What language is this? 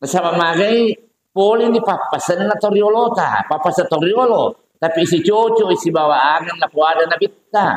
Buginese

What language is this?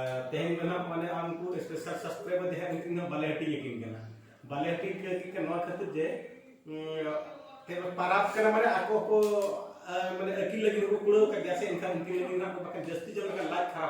Santali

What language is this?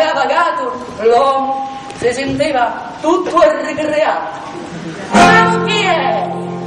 Sicilian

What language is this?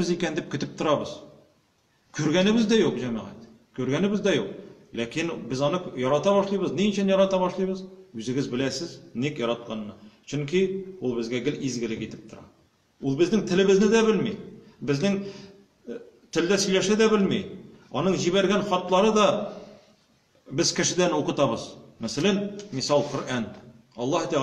Tatar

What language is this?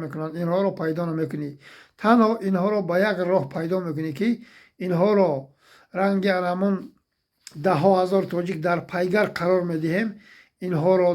Tajik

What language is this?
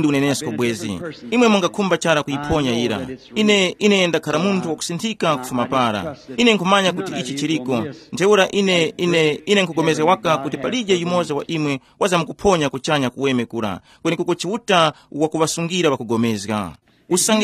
Tumbuka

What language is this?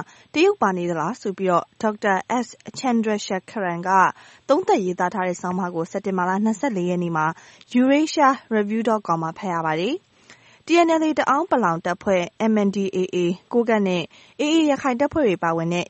Burmese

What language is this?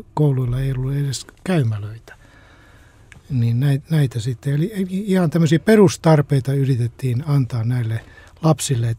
Finnish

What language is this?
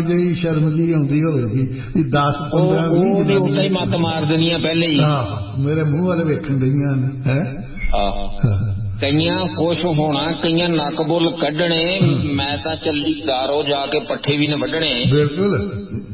Punjabi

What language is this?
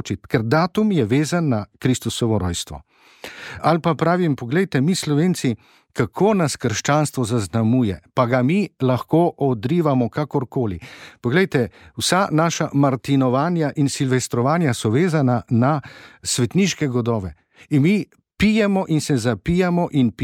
Slovenian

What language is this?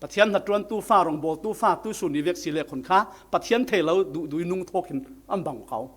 Falam Chin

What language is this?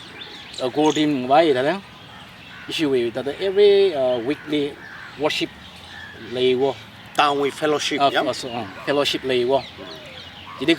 Tangkhul Naga (India)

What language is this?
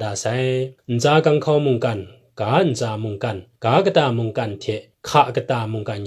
Kachin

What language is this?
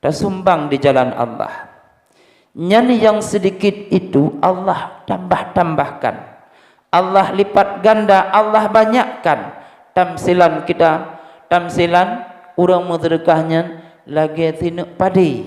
Achinese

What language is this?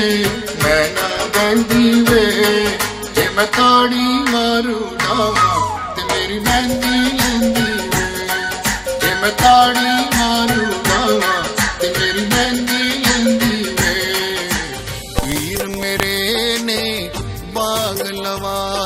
Punjabi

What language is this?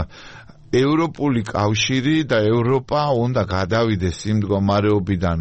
Georgian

